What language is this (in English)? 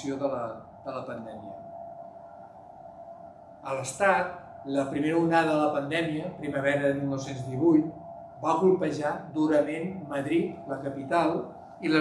Catalan